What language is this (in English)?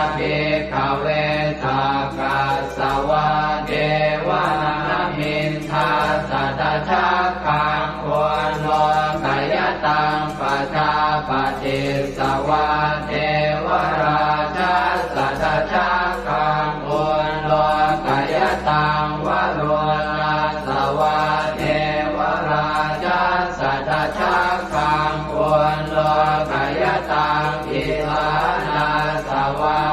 Pali